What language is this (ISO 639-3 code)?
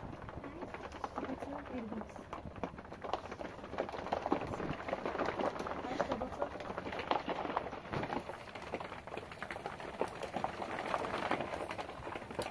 fas